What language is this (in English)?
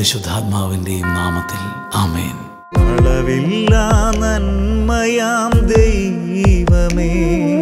Malayalam